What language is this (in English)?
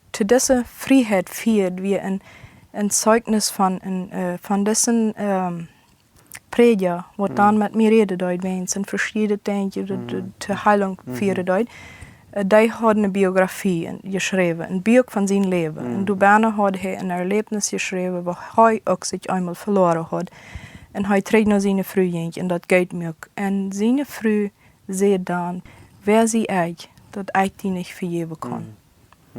Plautdietsch